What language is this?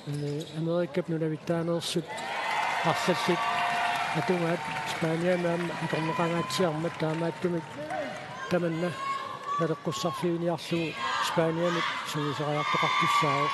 Kalaallisut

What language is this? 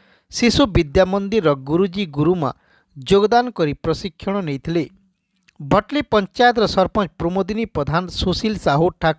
Odia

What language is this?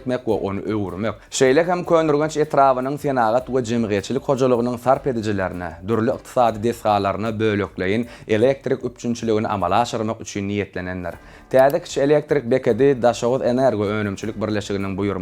Turkmen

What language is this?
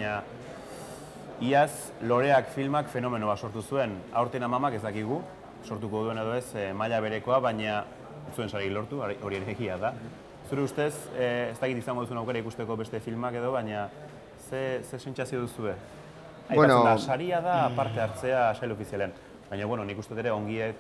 Basque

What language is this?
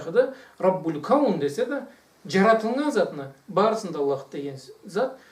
Karachay-Balkar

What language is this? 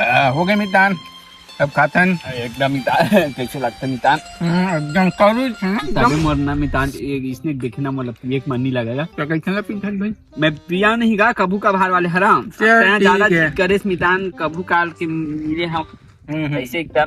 Chhattisgarhi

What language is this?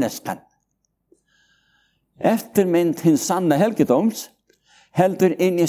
Icelandic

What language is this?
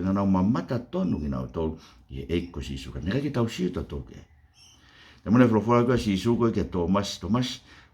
Tongan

